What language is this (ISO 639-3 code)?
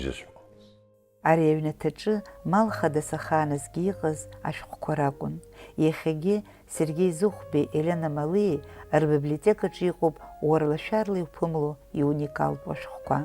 abk